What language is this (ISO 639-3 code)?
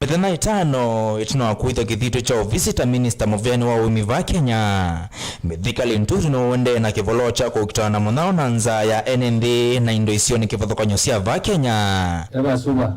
kam